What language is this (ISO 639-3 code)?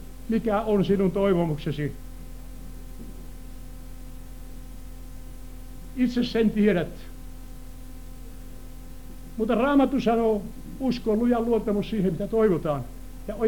fin